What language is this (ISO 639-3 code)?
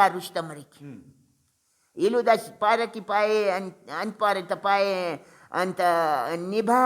brh